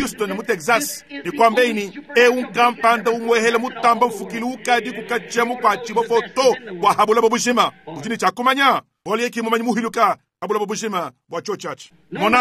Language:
Luba-Lulua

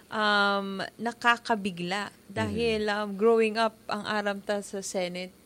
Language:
Bikol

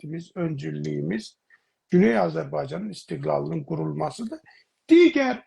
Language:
South Azerbaijani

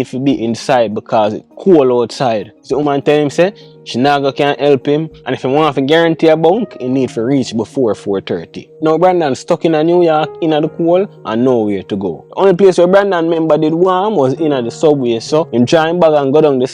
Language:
Jamaican Creole English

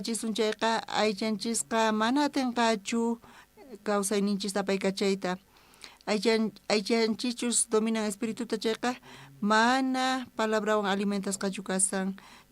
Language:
South Bolivian Quechua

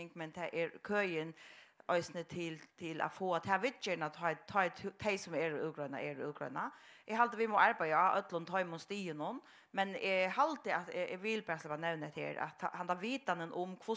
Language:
Faroese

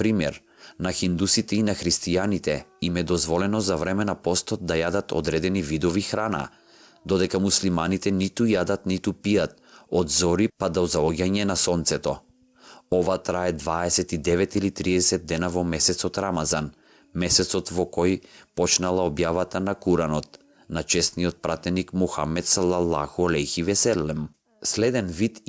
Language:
Macedonian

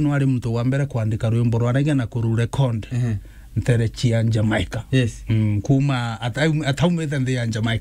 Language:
Meru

